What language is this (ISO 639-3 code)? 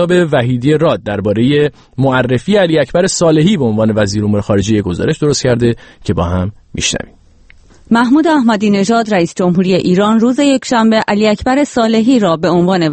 fas